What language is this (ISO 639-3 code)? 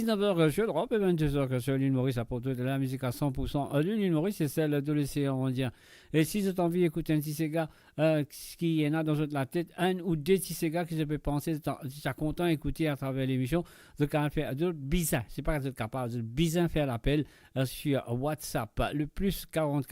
mfe